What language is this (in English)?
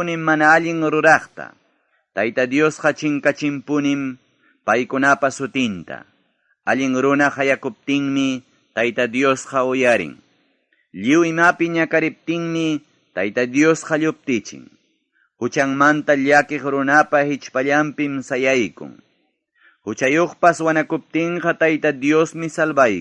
Ayacucho Quechua